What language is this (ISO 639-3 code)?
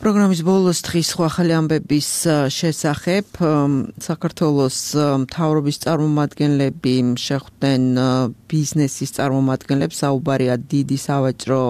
kat